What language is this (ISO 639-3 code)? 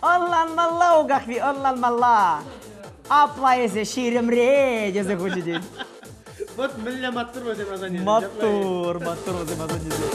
chv